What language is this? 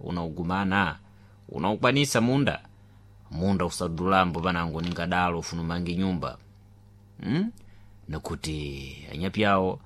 Sena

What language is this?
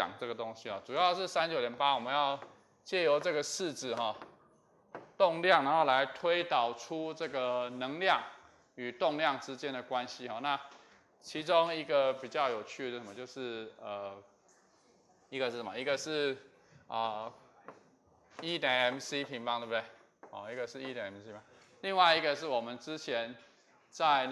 Chinese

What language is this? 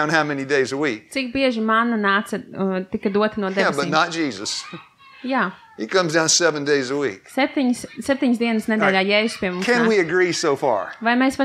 Latvian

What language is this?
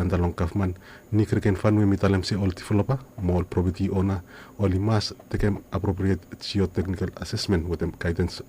Bislama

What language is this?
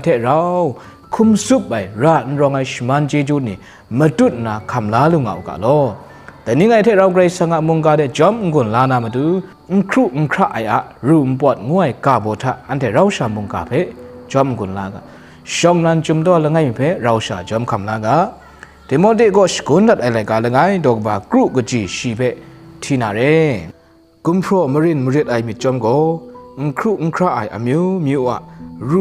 Kachin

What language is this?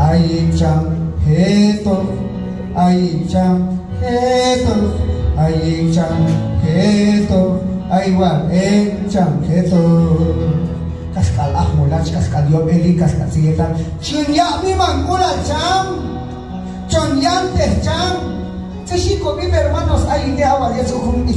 Q'anjob'al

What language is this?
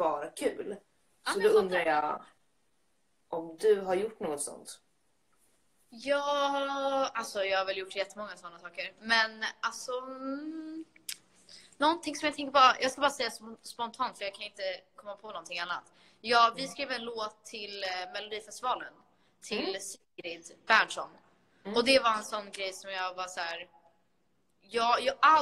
Swedish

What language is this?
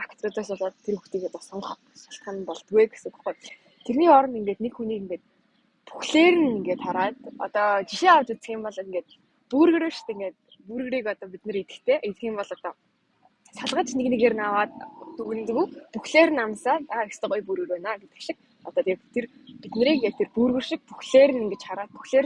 Mongolian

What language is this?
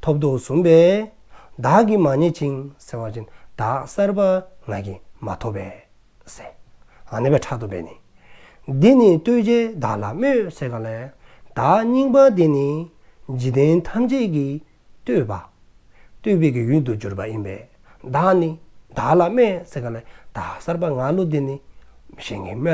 Dzongkha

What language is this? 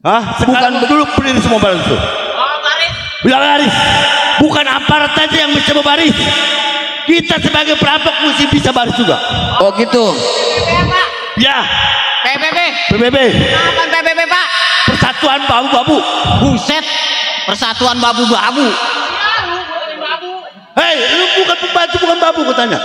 Betawi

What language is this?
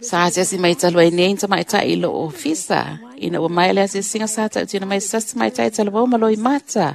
Samoan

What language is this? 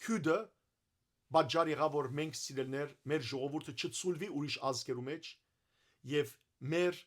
Western Armenian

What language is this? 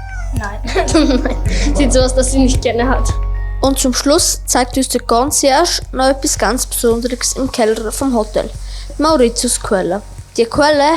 Swiss German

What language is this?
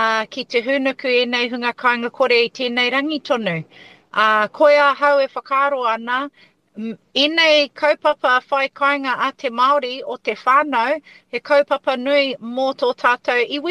Māori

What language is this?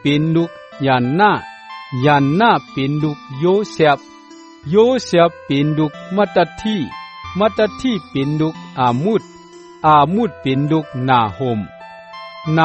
Shan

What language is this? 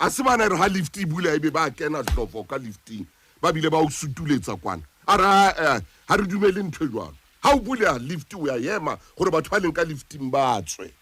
Southern Sotho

